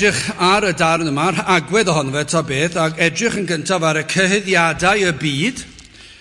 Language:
Welsh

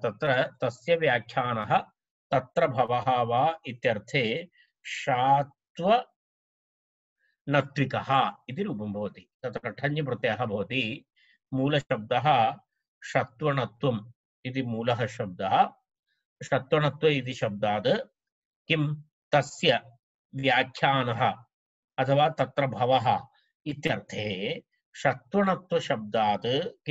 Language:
Sanskrit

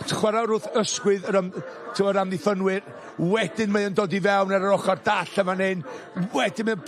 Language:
Welsh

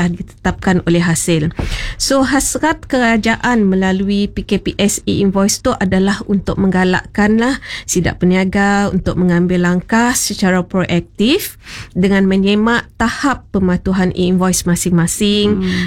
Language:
Malay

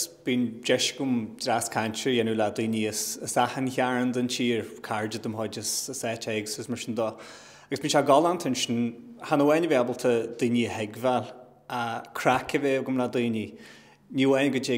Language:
Irish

